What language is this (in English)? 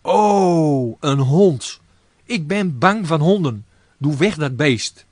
Gronings